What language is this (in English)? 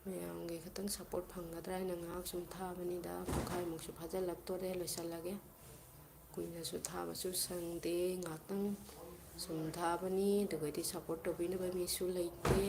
Manipuri